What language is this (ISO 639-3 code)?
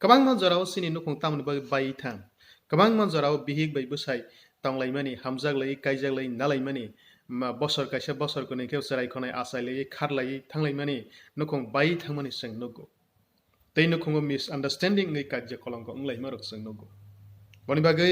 trp